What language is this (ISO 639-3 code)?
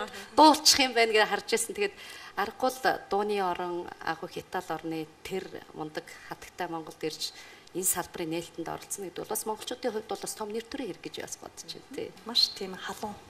mon